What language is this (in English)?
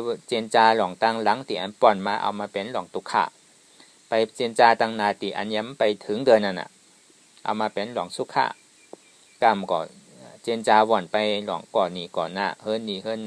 Shan